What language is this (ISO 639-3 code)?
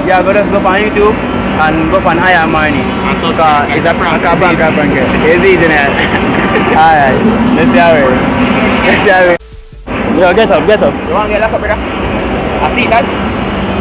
jam